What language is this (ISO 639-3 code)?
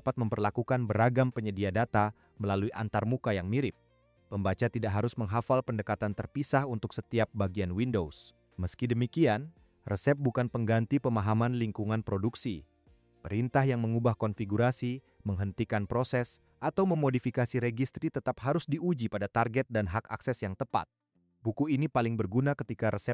ind